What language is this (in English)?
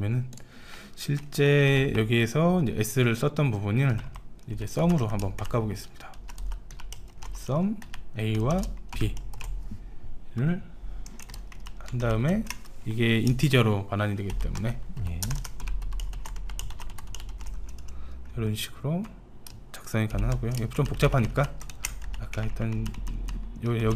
Korean